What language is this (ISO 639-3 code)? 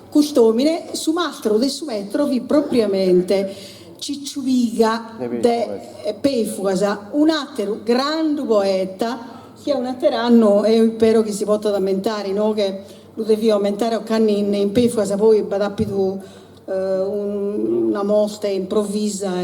srd